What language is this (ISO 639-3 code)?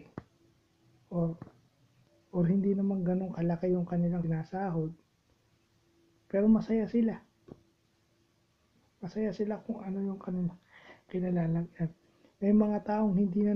fil